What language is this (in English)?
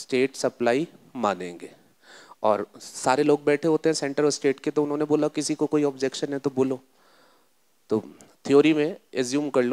Hindi